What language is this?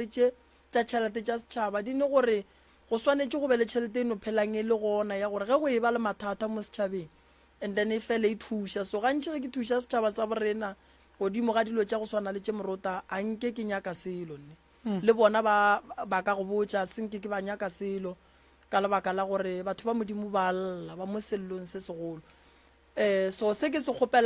Northern Sotho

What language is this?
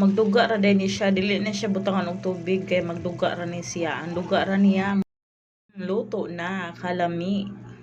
Cebuano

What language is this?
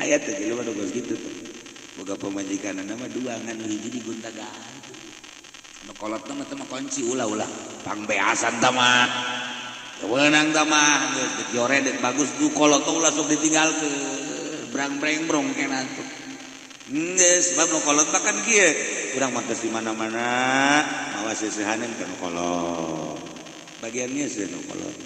Sundanese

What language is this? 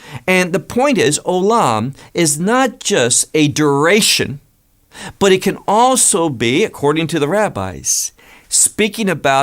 English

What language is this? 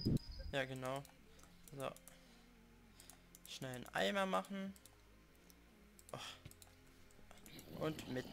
German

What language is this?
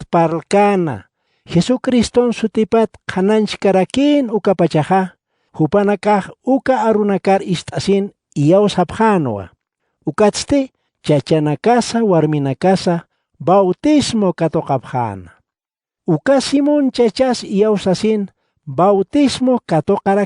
Aymara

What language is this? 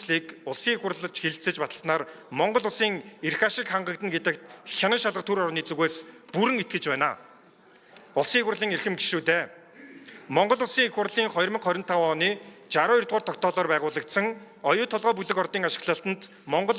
Mongolian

